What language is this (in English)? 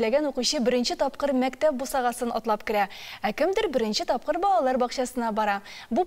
Tatar